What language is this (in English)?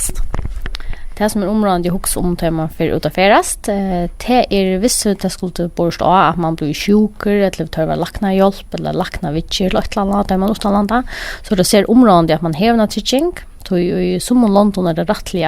Faroese